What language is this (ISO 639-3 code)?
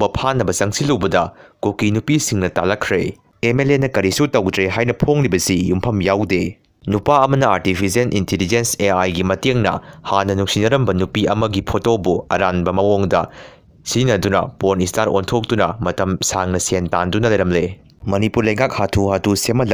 mni